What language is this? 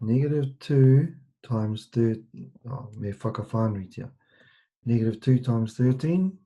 Māori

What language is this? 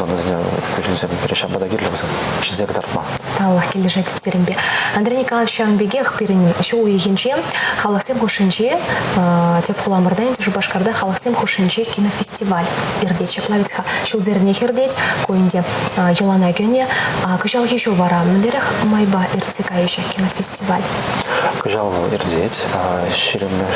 Chuvash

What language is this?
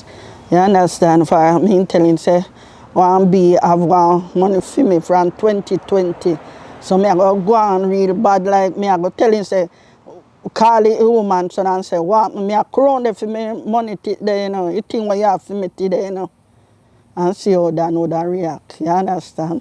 Jamaican Creole English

